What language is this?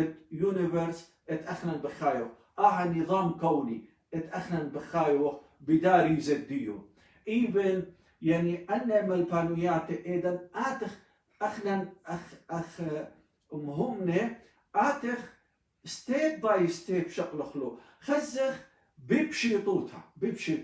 Assyrian Neo-Aramaic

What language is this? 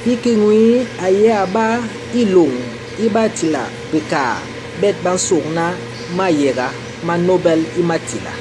Basaa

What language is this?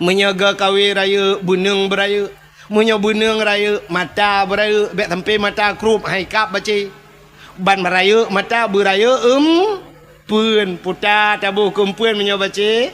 Achinese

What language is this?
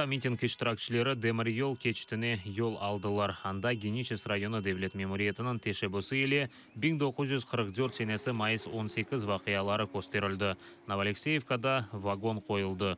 Crimean Tatar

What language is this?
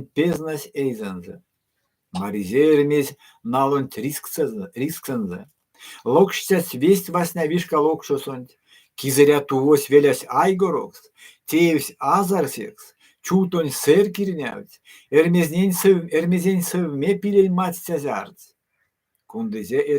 Erzya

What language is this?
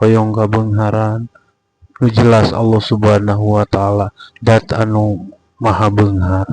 Sundanese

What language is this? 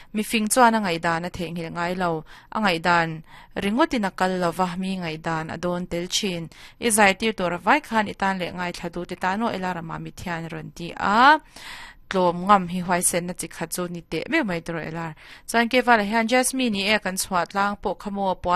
Mizo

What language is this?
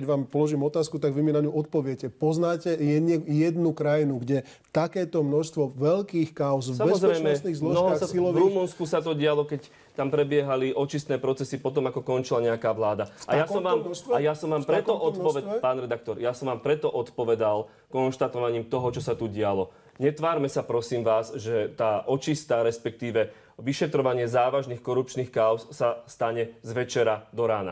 Slovak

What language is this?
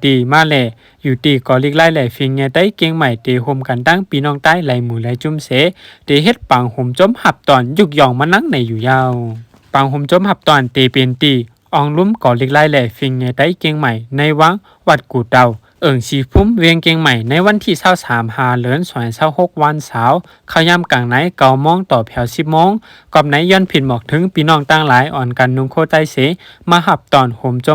Shan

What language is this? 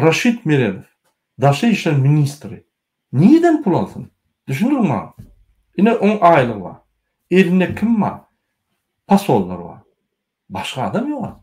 Turkmen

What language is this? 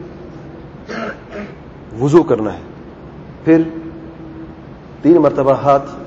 Urdu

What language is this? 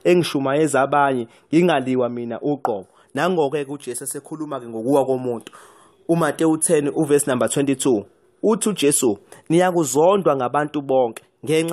Zulu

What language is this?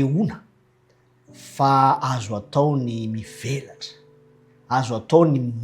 Malagasy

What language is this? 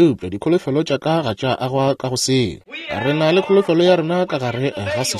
Northern Sotho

